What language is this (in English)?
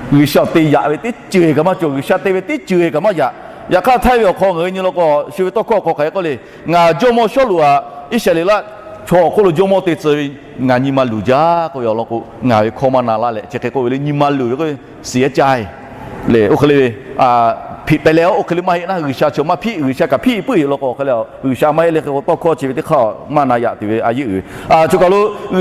Lahu